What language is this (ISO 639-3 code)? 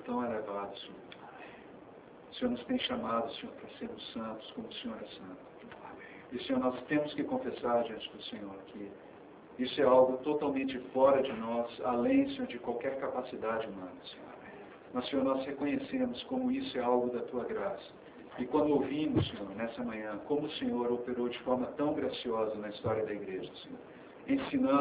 por